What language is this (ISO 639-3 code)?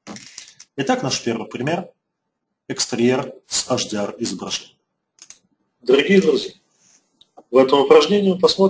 rus